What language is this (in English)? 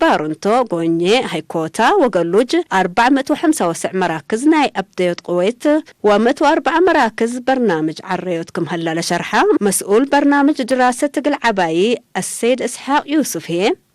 Tigre